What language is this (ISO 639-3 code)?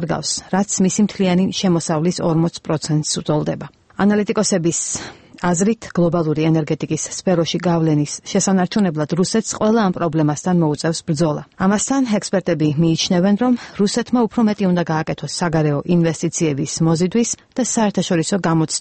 kat